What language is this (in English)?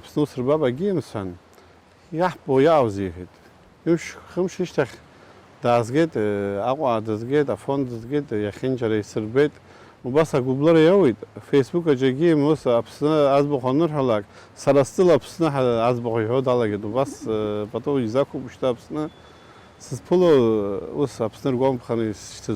Abkhazian